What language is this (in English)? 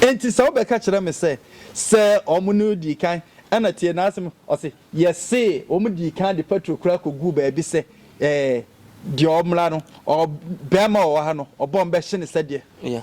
Akan